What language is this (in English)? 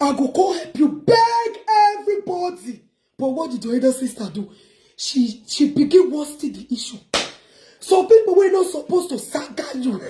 Nigerian Pidgin